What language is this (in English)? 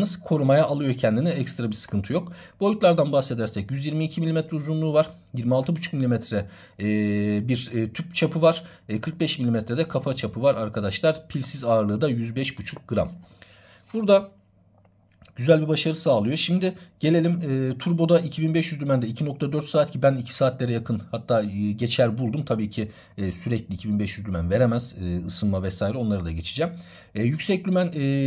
Turkish